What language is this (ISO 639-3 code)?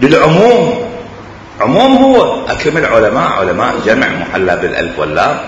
acm